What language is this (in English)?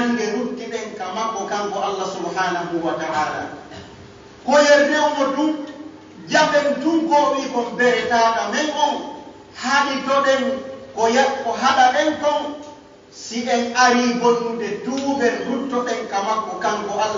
Pular